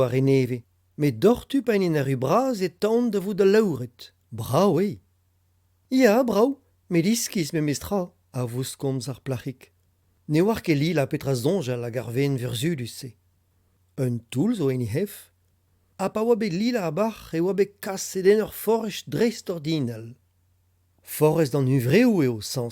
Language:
Breton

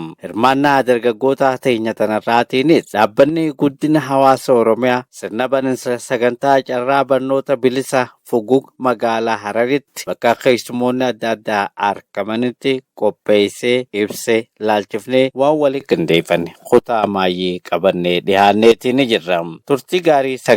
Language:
Oromo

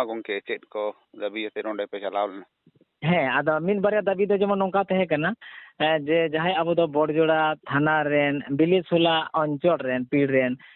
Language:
Santali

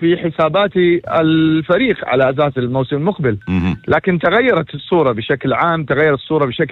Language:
North Levantine Arabic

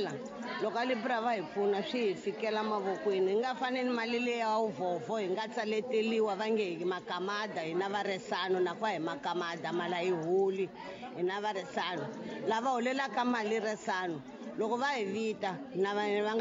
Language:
Tsonga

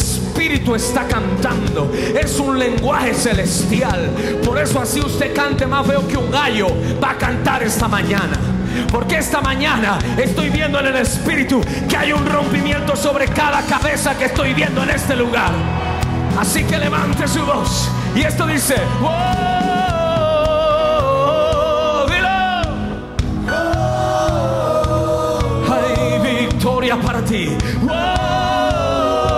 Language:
Spanish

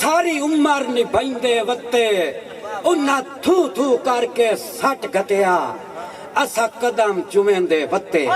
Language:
Saraiki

